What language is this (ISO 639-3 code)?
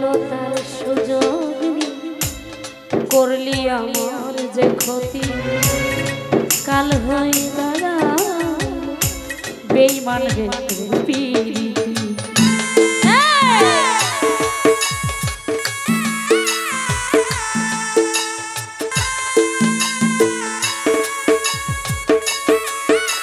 ben